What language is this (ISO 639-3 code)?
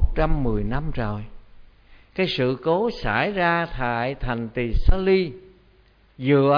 vie